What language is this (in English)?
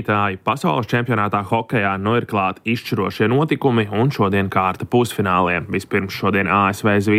Latvian